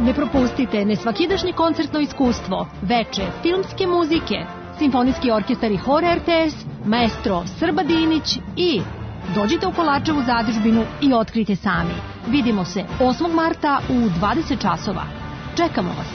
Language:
Serbian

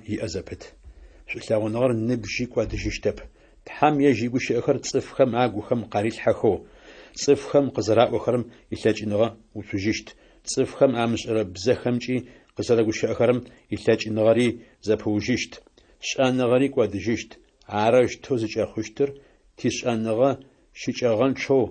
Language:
Adyghe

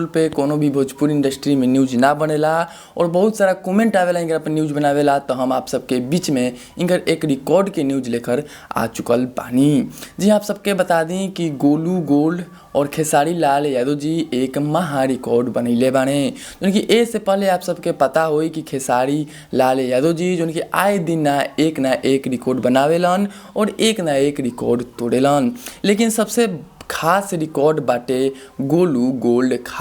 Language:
Bhojpuri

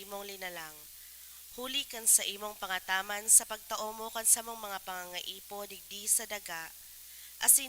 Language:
Bikol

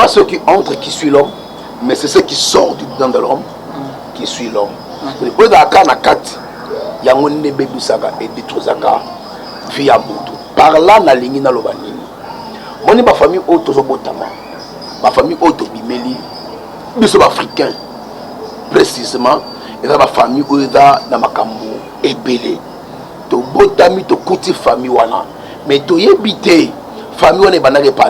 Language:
Lingala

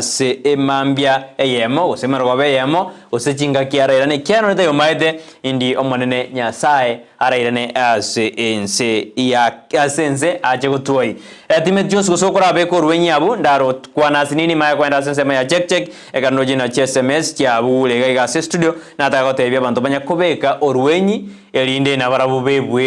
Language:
Gusii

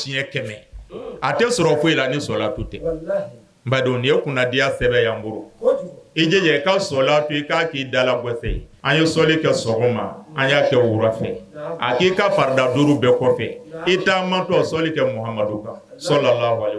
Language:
Bambara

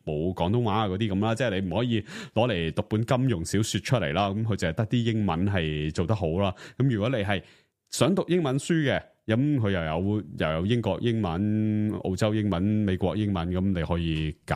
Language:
Cantonese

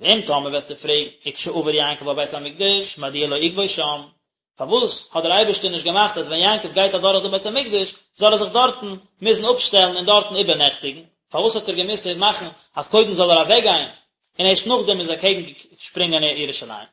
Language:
Yiddish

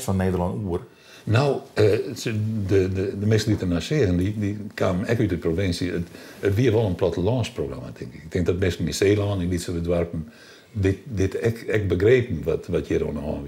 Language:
Western Frisian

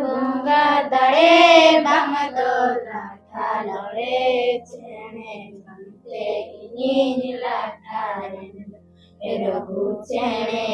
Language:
Santali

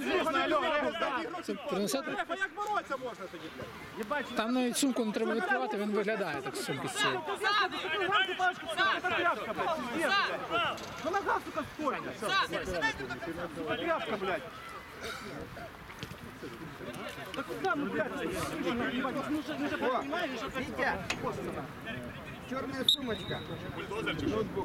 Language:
Ukrainian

